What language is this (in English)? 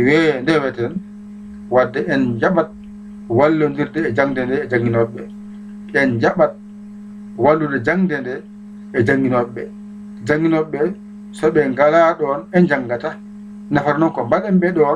Fula